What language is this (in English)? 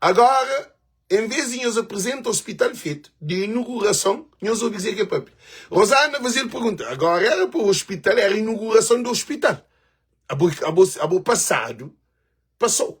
Kabuverdianu